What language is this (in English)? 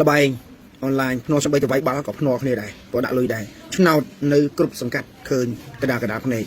Khmer